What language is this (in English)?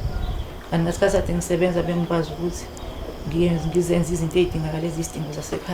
Zulu